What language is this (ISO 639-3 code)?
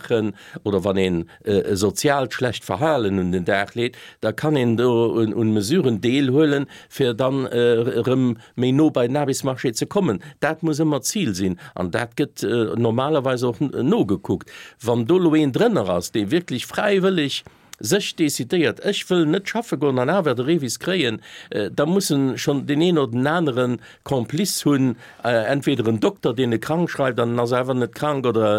ltz